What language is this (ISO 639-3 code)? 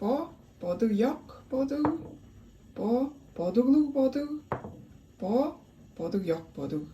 tyv